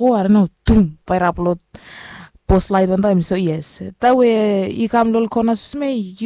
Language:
Bislama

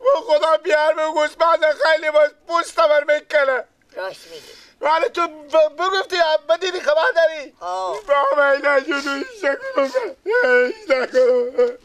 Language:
Persian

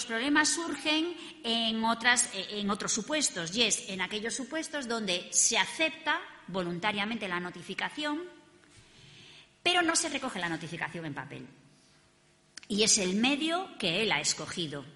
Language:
Spanish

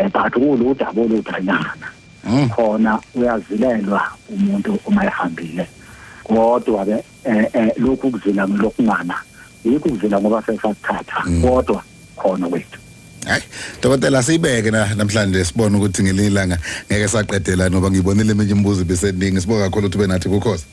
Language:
Zulu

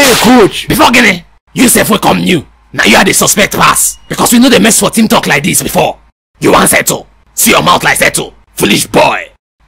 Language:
Nigerian Pidgin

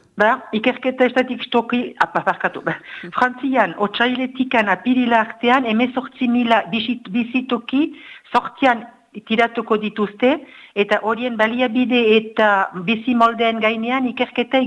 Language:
Basque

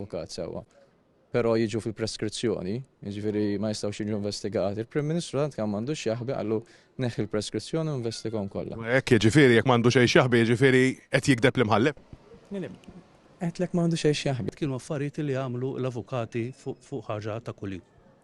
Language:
Maltese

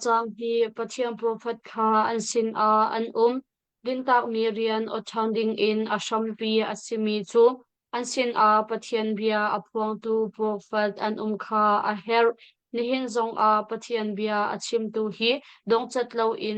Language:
Hakha Chin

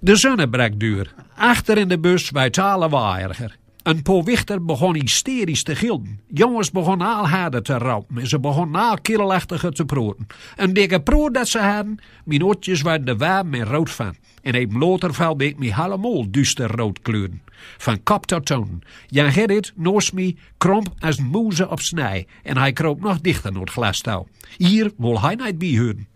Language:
Gronings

